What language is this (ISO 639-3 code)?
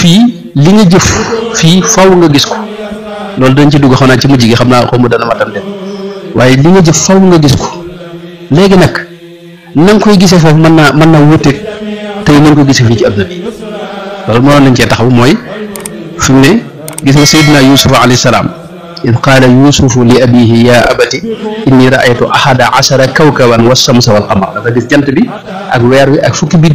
wol